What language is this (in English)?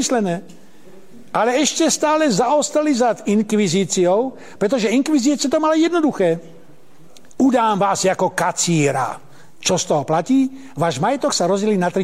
Slovak